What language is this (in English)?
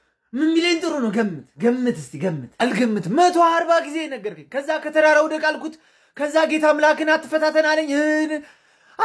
Amharic